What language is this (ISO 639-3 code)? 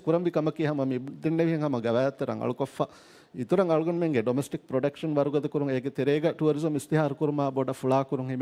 div